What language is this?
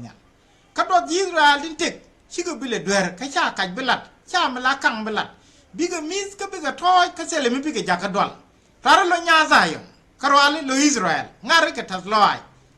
Nuer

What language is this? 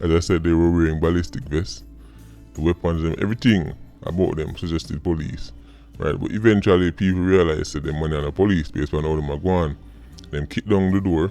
Jamaican Creole English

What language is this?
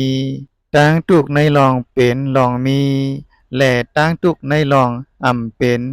Shan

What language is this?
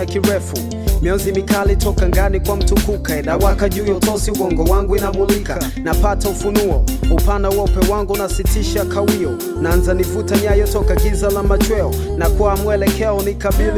Swahili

